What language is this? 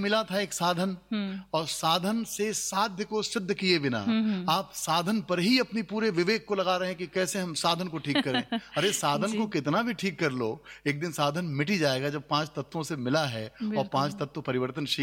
Hindi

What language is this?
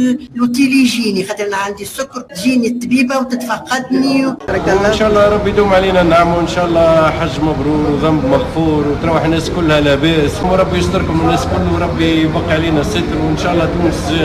Tunisian Arabic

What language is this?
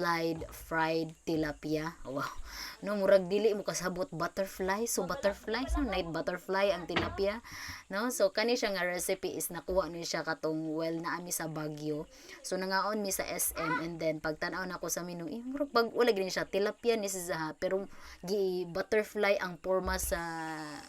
Cebuano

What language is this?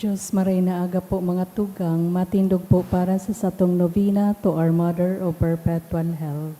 Bikol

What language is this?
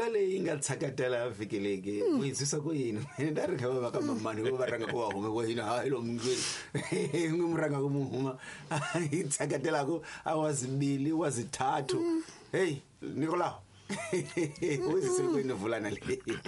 Tsonga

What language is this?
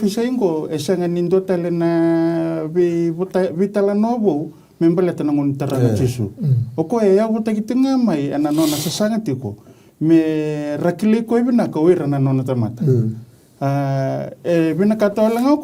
Fijian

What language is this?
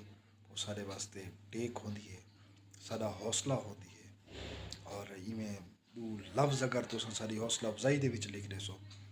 Saraiki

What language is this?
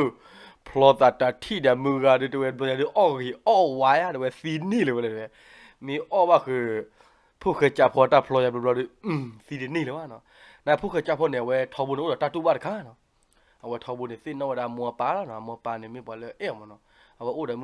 S'gaw Karen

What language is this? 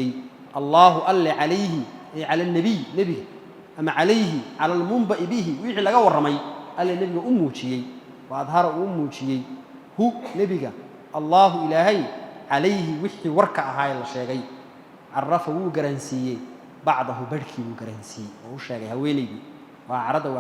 Somali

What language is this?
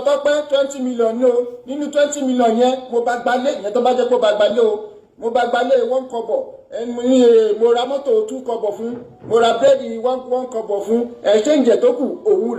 Yoruba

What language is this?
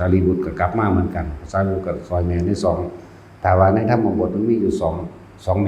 Northeastern Thai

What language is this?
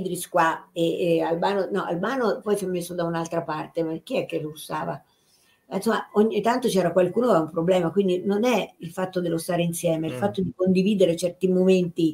Italian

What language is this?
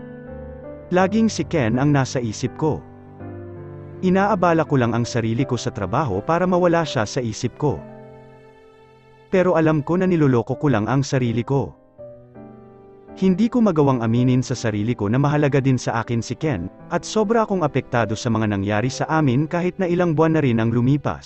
Filipino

